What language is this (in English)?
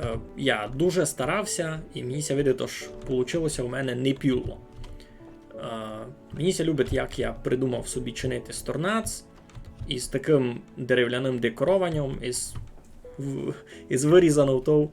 Rusyn